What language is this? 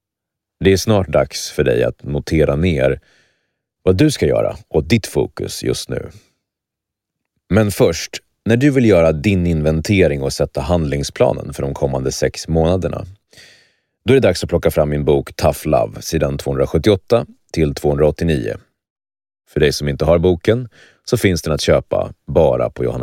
Swedish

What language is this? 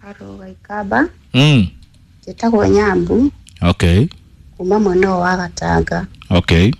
Kikuyu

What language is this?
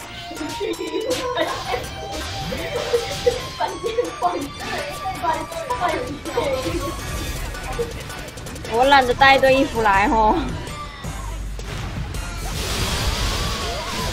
Chinese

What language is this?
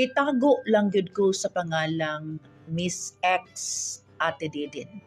Cebuano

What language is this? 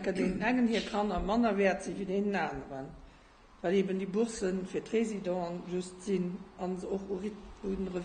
Luxembourgish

